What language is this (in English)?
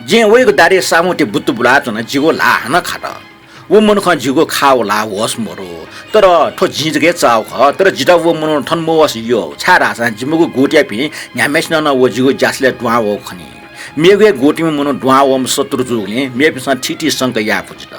Newari